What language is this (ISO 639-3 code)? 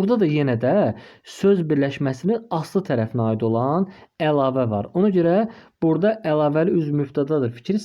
aze